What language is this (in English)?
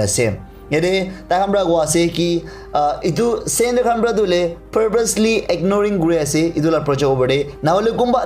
Naga Pidgin